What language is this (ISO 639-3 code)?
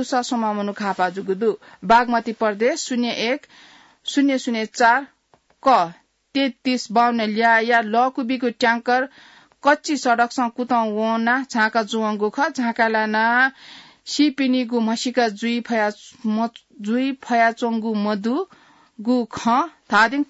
new